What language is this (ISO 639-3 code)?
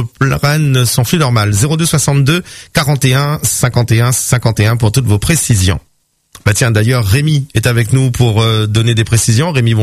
fra